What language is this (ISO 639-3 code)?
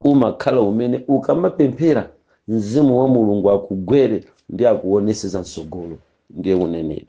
nya